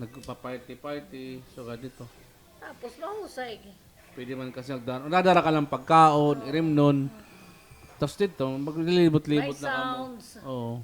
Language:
Waray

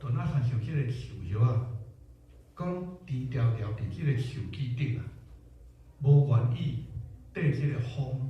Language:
Min Nan Chinese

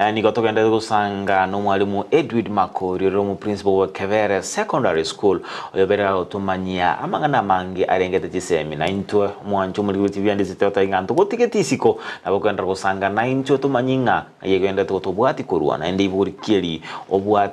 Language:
Gusii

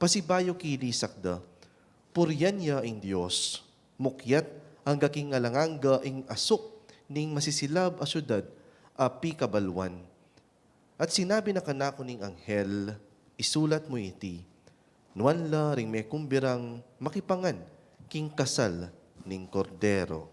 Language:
Pampanga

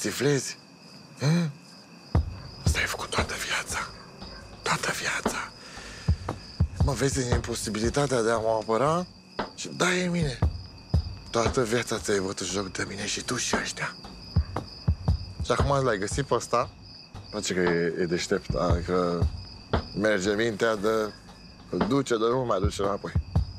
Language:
Romanian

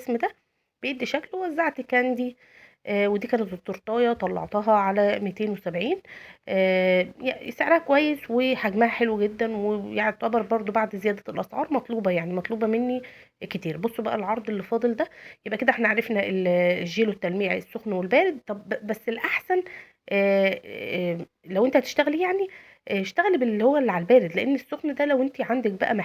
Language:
Egyptian Arabic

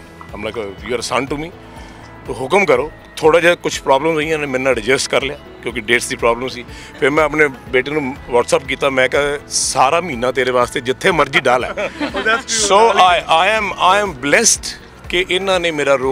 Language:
Punjabi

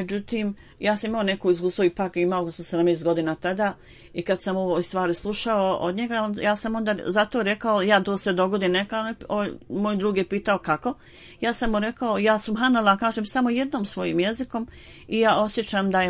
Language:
Bosnian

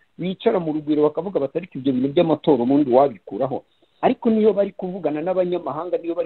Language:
Kinyarwanda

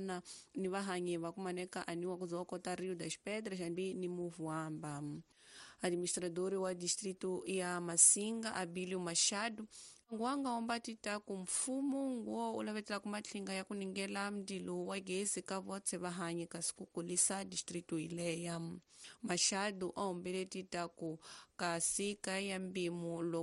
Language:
Tsonga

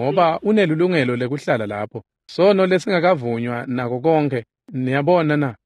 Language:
Swati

